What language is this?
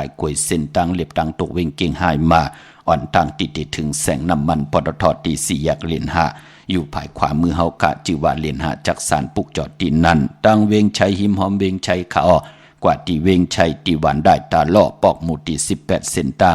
Shan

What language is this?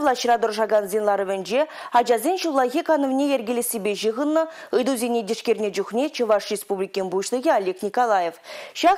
Chuvash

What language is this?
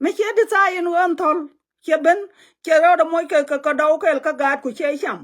Nuer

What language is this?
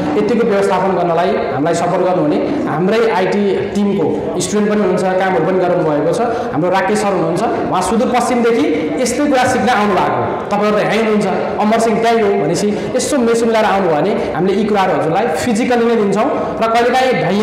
Nepali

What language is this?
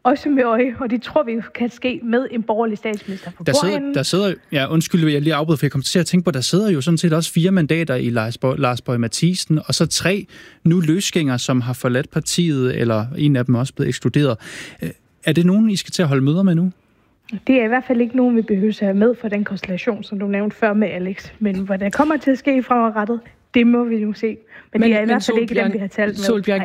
Danish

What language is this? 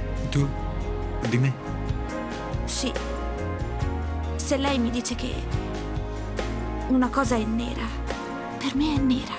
Italian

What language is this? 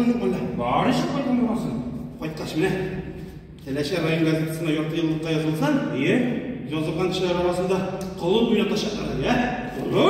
Tatar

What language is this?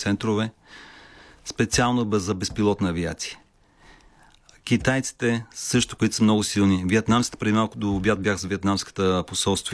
Bulgarian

